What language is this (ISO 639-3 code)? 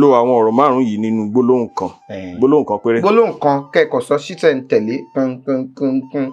yor